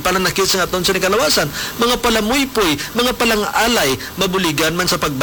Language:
Hiligaynon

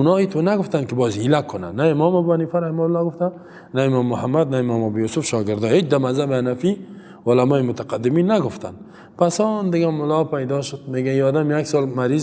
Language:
Persian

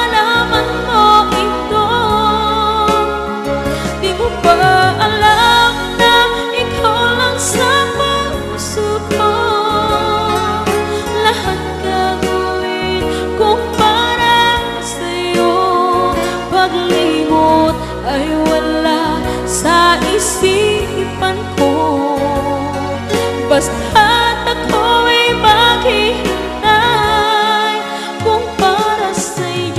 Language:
Filipino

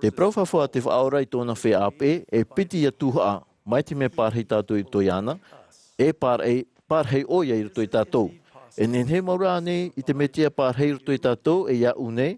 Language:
Tahitian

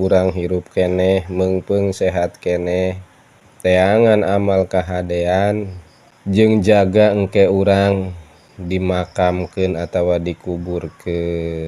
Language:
Sundanese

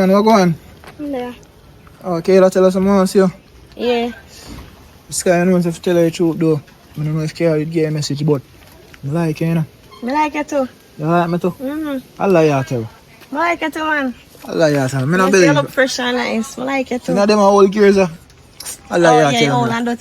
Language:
Jamaican Creole English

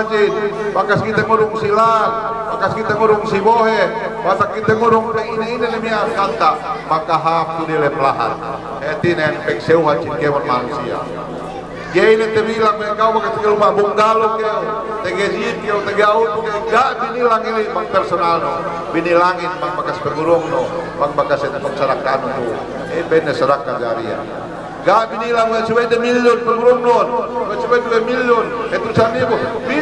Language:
Yakan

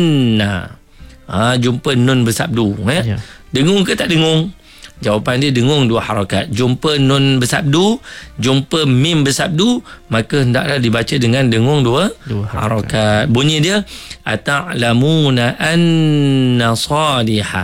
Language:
Malay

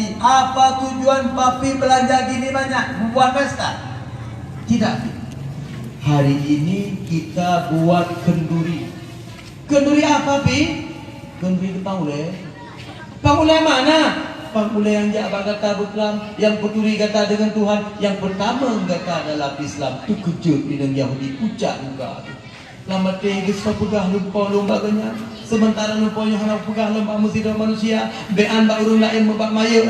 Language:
Achinese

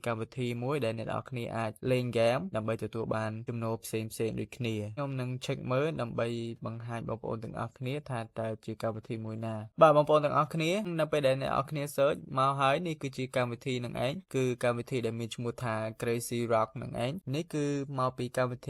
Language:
Khmer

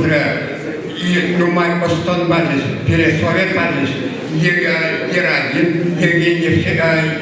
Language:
Chuvash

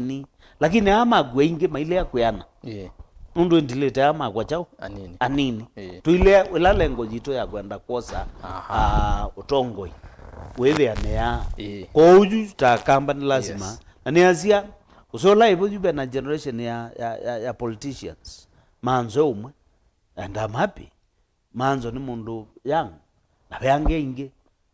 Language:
Kamba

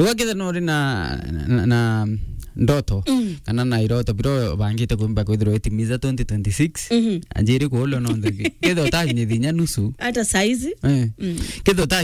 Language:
Meru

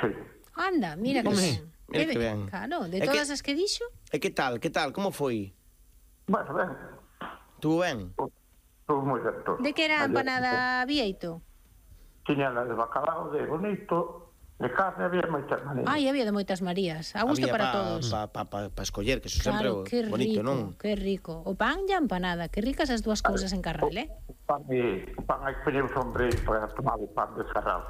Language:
Galician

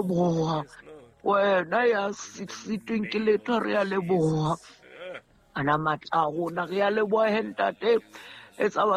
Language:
Southern Sotho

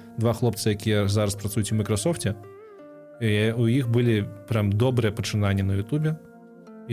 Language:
Belarusian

